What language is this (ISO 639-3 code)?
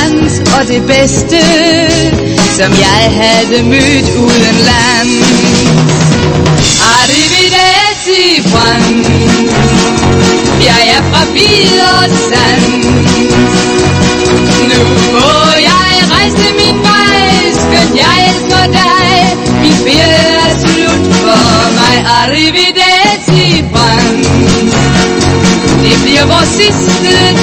dan